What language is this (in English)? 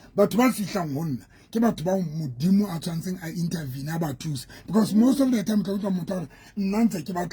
Southern Sotho